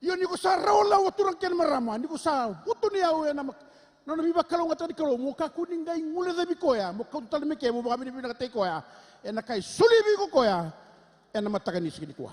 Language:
Fijian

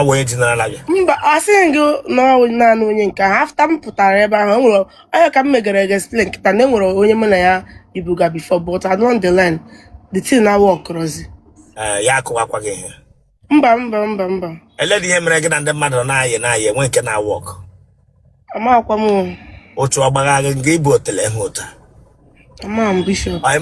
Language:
Igbo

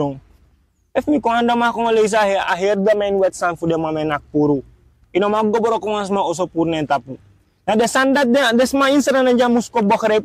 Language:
Sranan Tongo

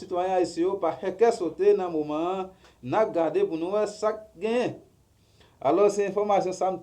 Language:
Haitian Creole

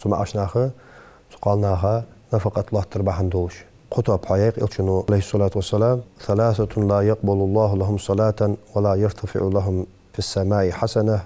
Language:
Ingush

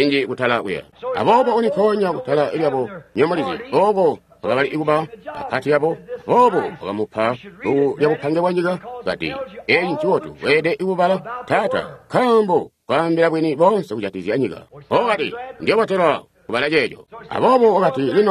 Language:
Tonga (Zambia)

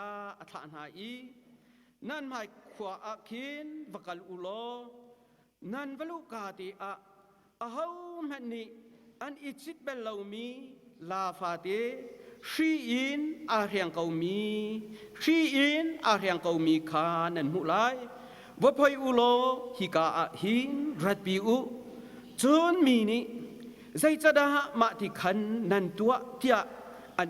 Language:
Hakha Chin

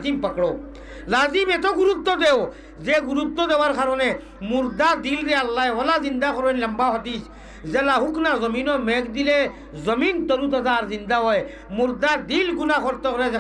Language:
Sylheti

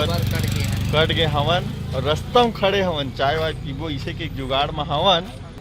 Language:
Chhattisgarhi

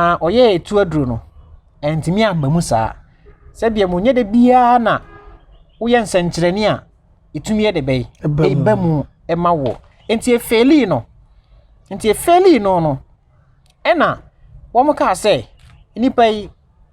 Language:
Akan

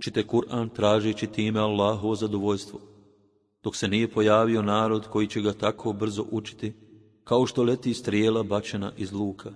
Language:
Bosnian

